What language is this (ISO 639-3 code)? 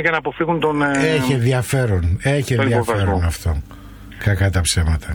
ell